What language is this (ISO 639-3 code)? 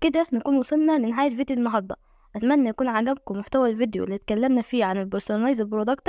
arz